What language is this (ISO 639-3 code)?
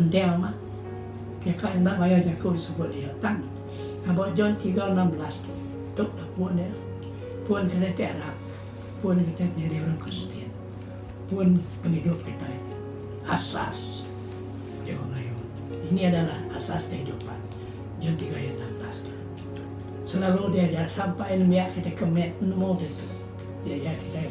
iba